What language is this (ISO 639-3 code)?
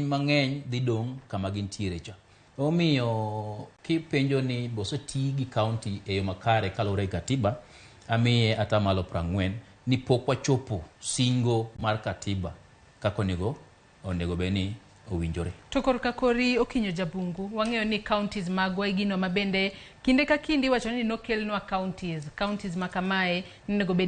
luo